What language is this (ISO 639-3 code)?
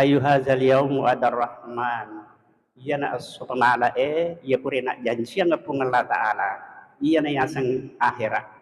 bug